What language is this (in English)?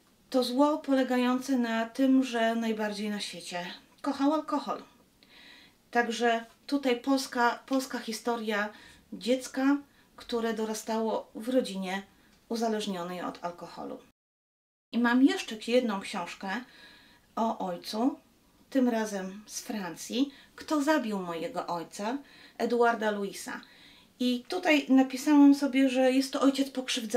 Polish